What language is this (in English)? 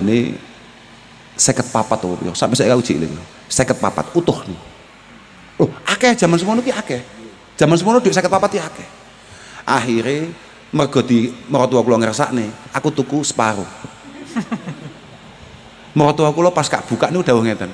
Javanese